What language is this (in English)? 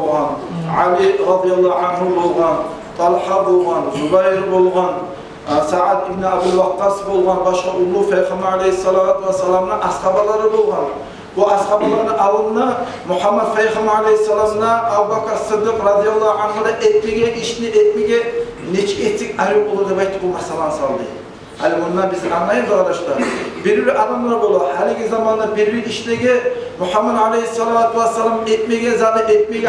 Kumyk